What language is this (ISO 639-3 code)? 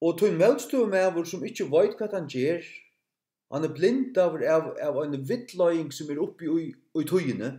fao